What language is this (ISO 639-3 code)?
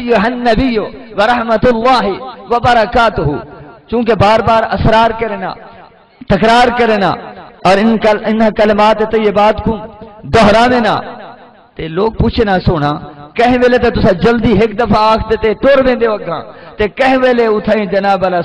skr